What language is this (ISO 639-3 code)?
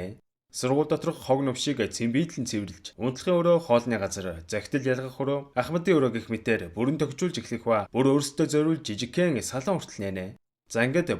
mon